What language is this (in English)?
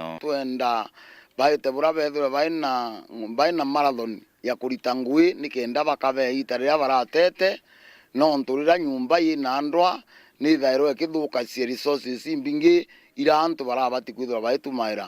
Meru